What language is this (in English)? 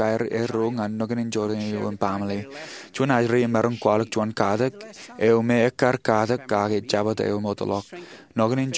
Marshallese